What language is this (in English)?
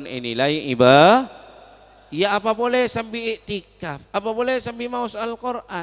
Madurese